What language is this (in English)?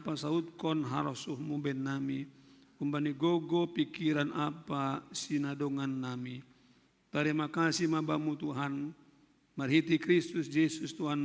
Batak Simalungun